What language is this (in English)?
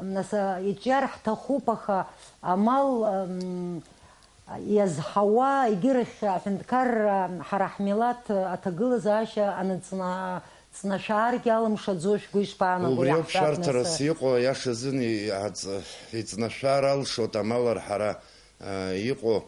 Abkhazian